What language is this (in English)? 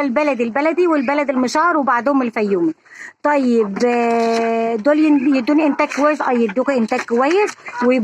Egyptian Arabic